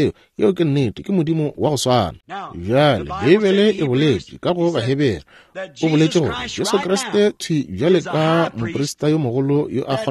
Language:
Northern Sotho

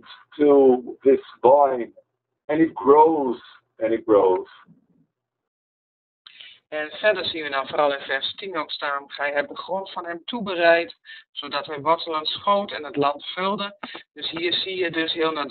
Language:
Dutch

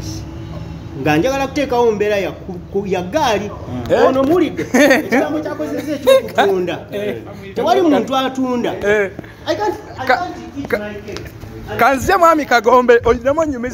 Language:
Ganda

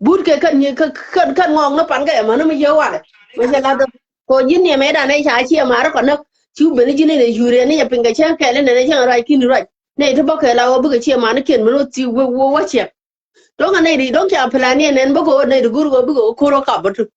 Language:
Nuer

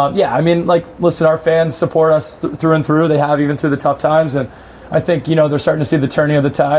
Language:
English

